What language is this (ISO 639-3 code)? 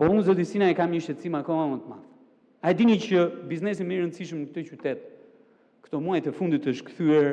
sqi